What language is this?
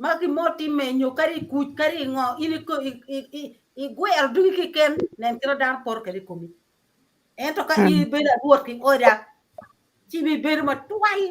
Acoli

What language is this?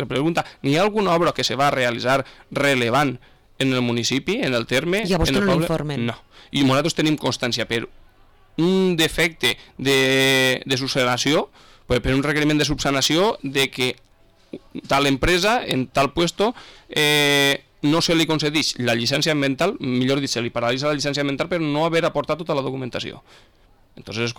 Catalan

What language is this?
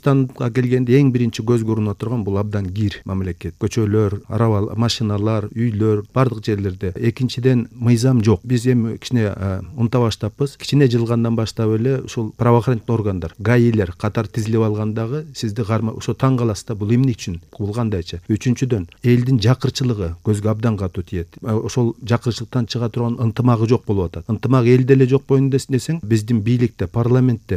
Kyrgyz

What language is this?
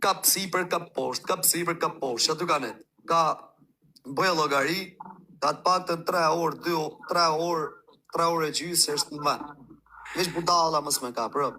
Albanian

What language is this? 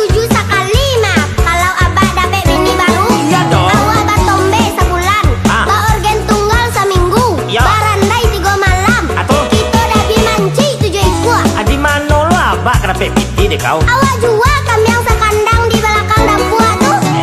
Minangkabau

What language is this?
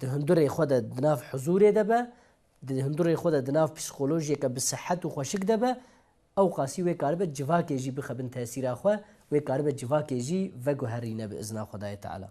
Kurdish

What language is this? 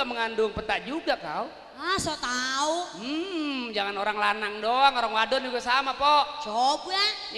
Betawi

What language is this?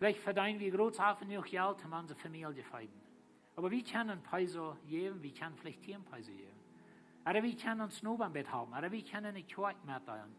Plautdietsch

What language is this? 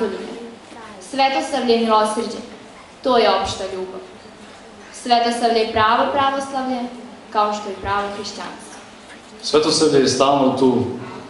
Serbian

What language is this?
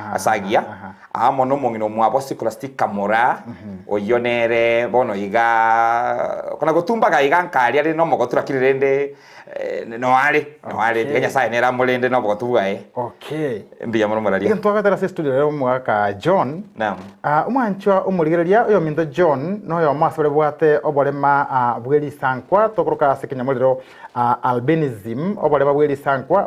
Gusii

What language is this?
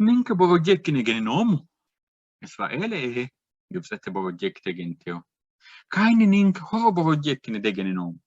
Sidamo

